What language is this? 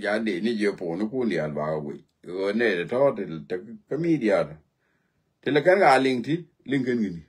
Nuer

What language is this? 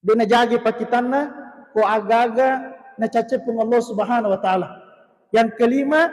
Buginese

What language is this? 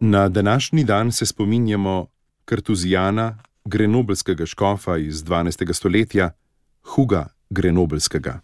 Slovenian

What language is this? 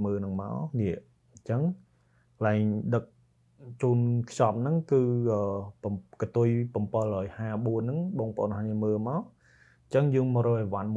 Khmer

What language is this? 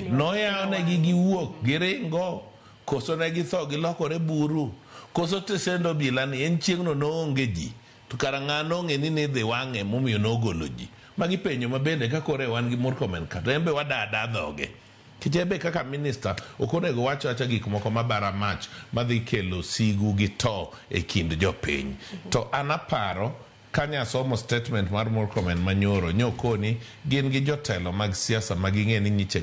Luo (Kenya and Tanzania)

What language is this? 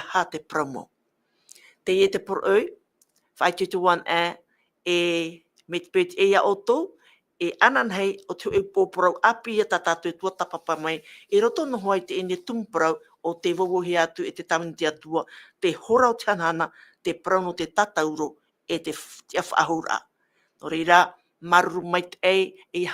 Tahitian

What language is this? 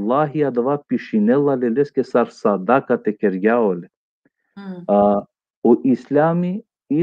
Balkan Romani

